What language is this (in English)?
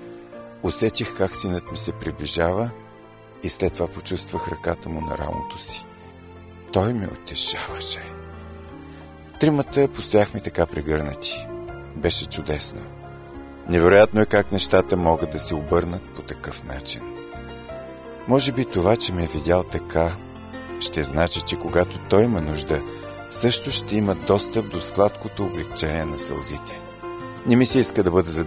Bulgarian